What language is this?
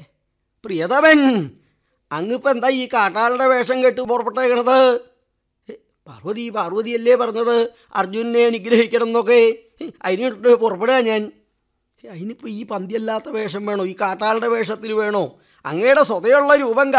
Malayalam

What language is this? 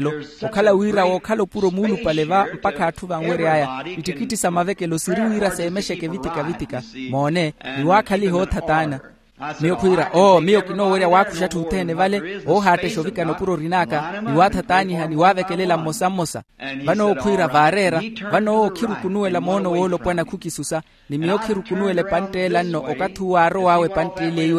Makhuwa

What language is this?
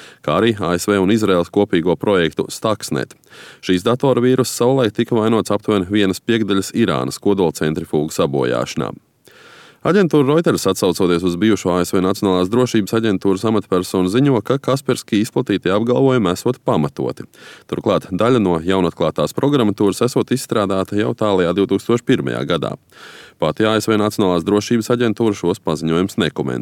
Latvian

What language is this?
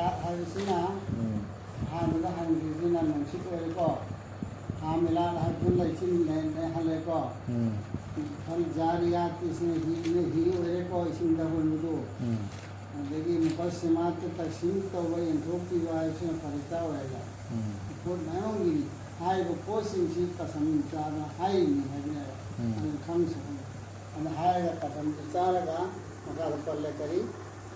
Manipuri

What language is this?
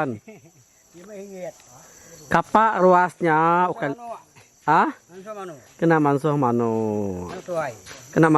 Iban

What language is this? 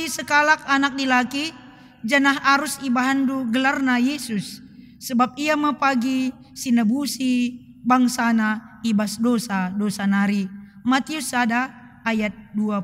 Batak Karo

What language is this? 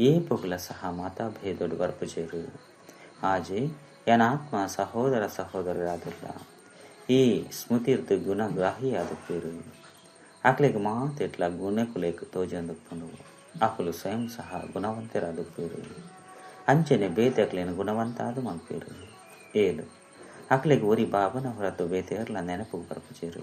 Tulu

